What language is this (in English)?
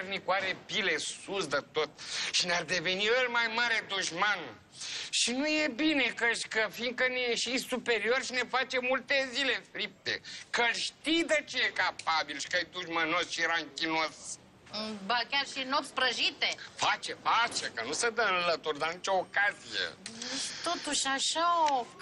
Romanian